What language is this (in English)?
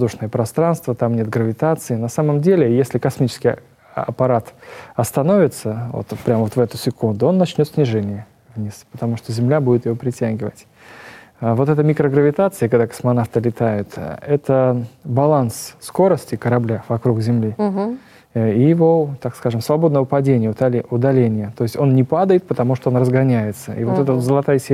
Russian